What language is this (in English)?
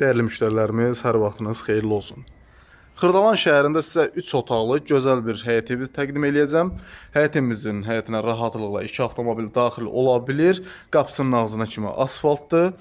Azerbaijani